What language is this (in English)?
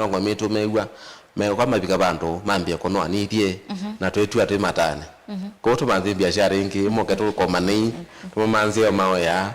Kamba